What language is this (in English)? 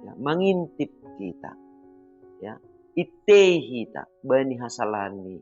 Batak Simalungun